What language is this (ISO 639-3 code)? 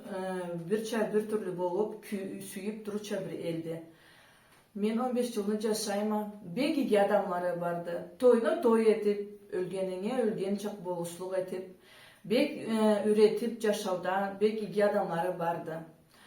krc